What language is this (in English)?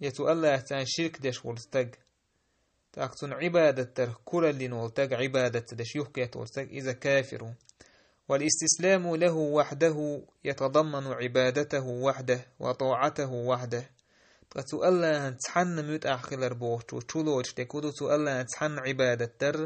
Chechen